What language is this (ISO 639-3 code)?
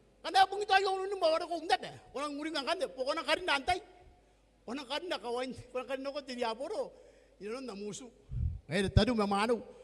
gil